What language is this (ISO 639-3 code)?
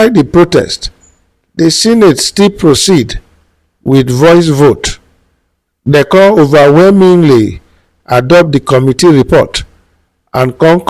pcm